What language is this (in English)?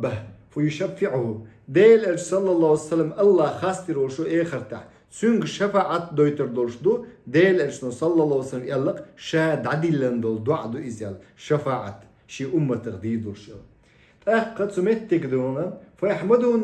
Chechen